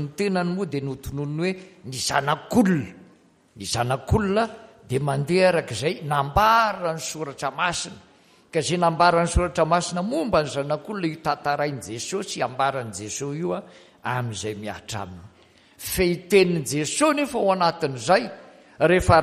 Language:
Malagasy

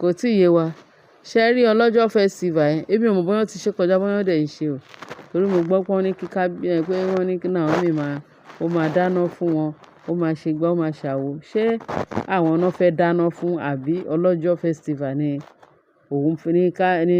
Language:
Yoruba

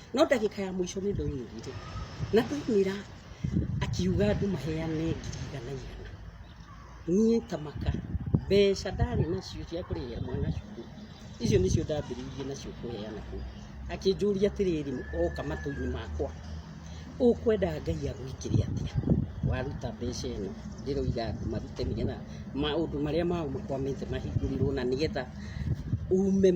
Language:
Kikuyu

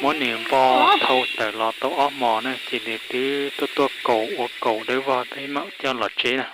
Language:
Hmong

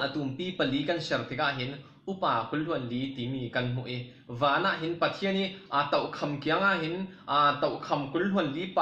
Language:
Falam Chin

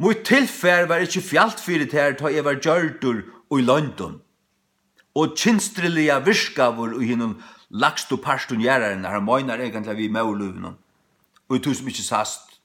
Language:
Faroese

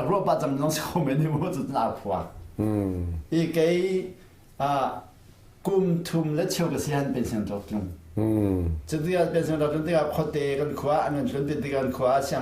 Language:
Hakha Chin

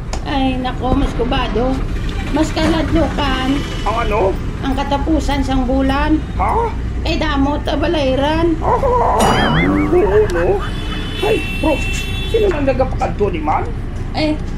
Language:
Hiligaynon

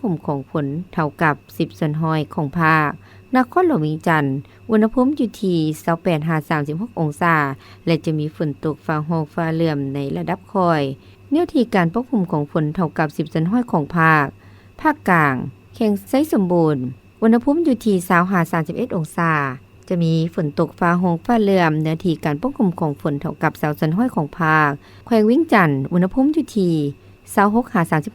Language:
Lao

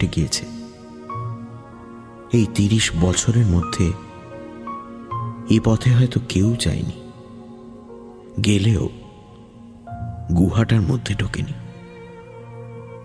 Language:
Bangla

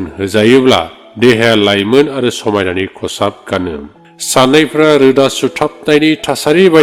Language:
Bodo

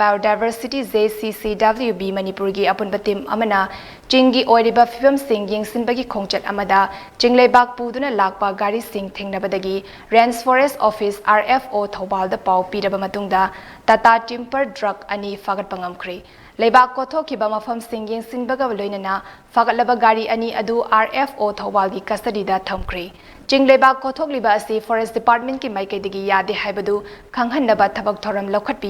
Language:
Manipuri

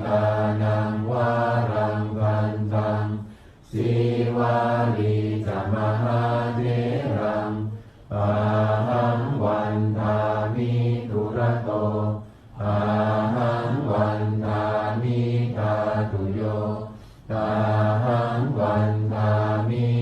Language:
Pali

